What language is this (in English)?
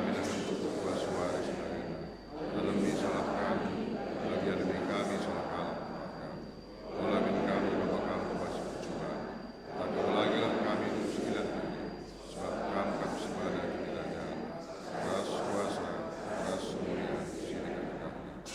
Batak Karo